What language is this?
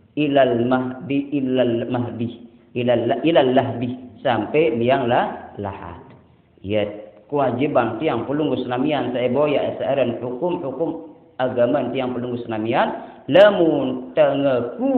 Sasak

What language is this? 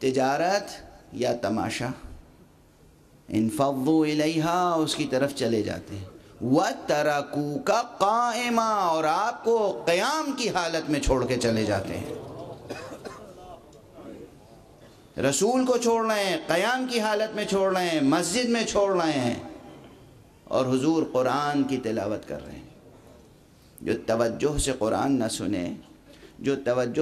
Urdu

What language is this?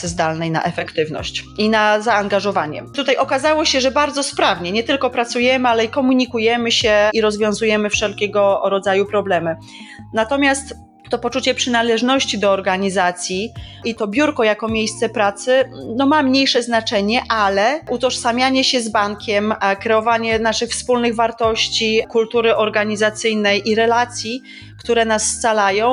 Polish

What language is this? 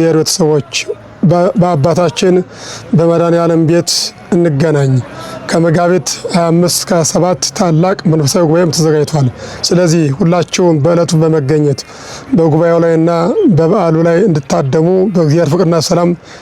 Amharic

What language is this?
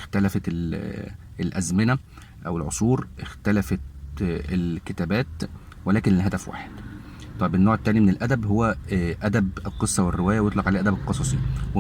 Egyptian Arabic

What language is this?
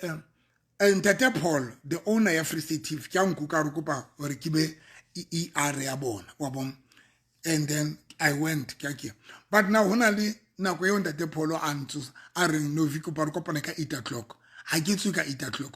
Southern Sotho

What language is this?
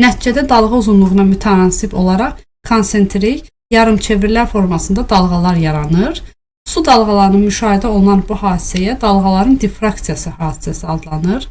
Azerbaijani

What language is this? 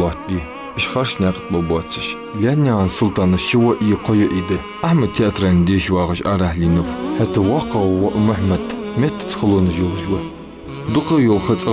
Ingush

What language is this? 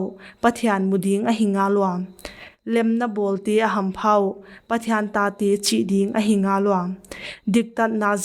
Paite Chin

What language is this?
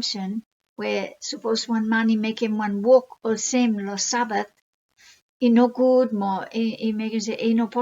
Bislama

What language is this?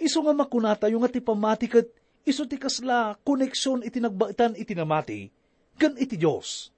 Iloko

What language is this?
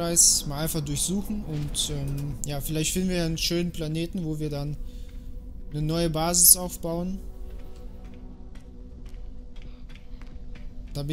German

